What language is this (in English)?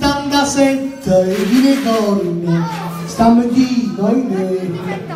Neapolitan